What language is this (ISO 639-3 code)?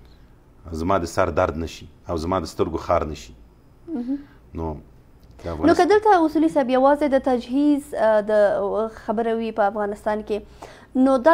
pus